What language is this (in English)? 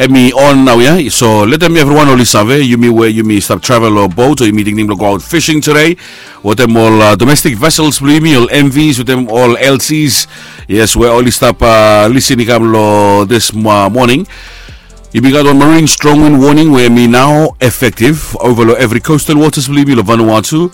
Bislama